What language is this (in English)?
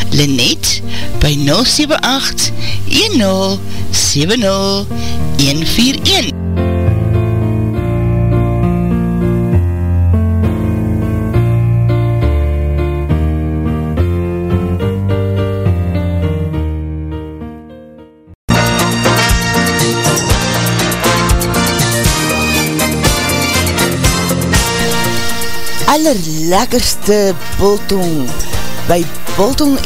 Afrikaans